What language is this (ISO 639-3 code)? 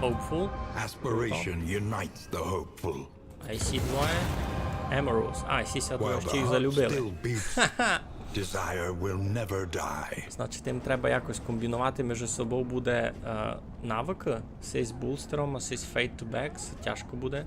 rue